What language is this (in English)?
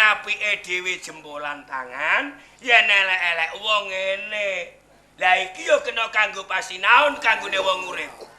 Javanese